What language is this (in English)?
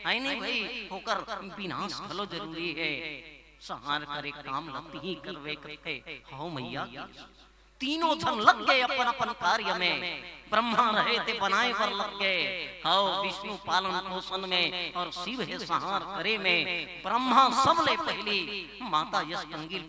Chhattisgarhi